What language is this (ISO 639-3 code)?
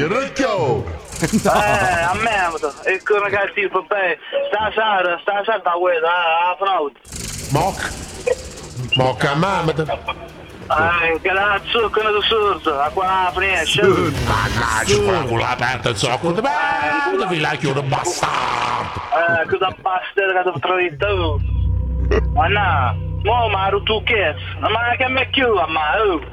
ita